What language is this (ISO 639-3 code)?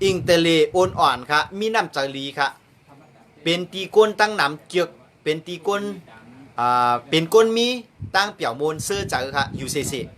shn